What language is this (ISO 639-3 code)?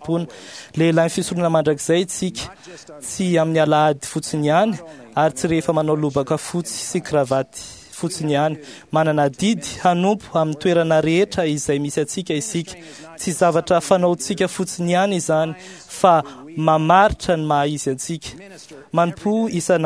mlg